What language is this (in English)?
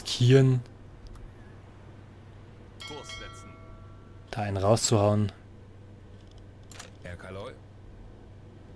German